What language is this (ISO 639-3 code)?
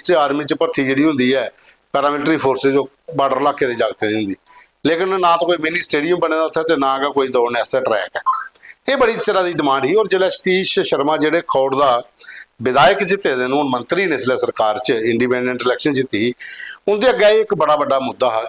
doi